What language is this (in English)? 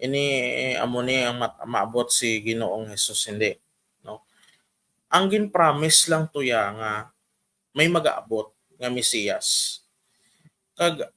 Hiligaynon